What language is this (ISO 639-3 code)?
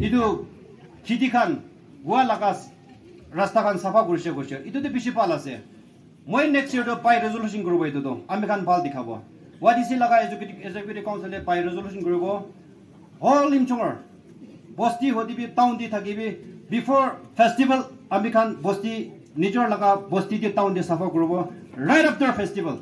nag